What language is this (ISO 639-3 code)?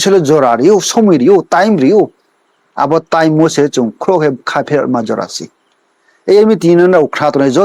ria